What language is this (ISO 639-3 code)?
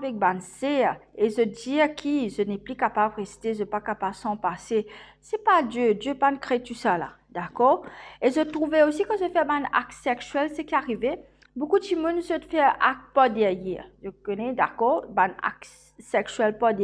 mfe